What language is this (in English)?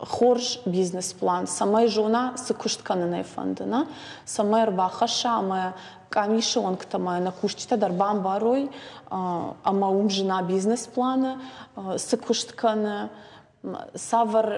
Ossetic